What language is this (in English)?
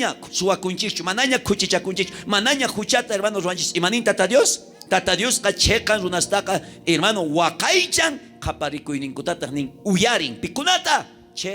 South Bolivian Quechua